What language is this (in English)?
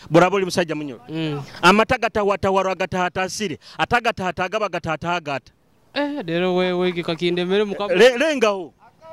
Nyoro